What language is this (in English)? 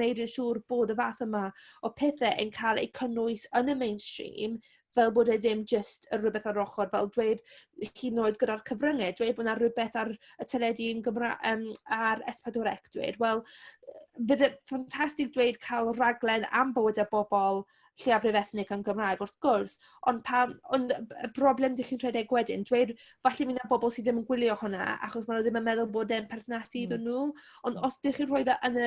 Welsh